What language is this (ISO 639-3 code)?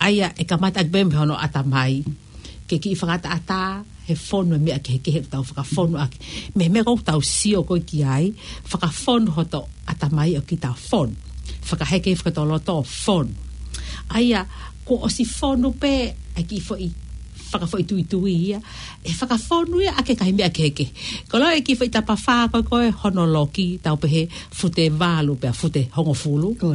ton